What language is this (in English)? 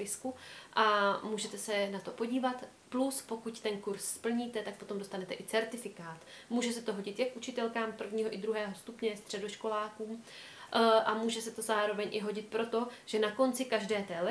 Czech